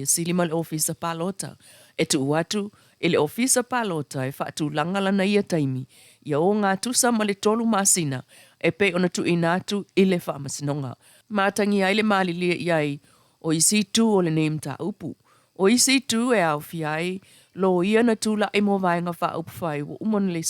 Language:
Samoan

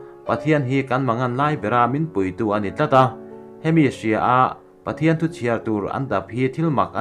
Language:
Mizo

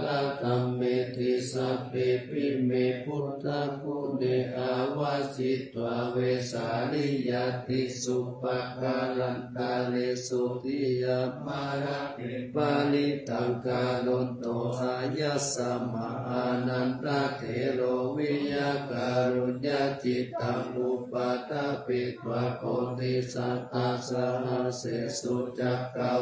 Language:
Pali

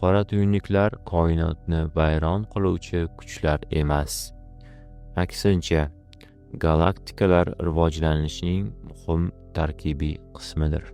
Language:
Uzbek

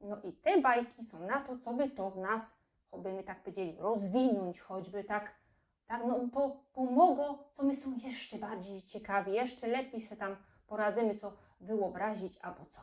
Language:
Silesian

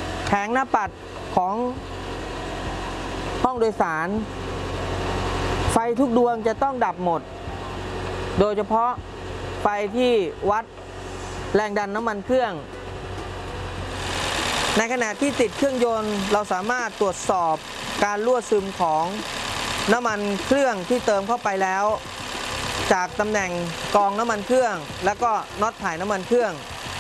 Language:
Thai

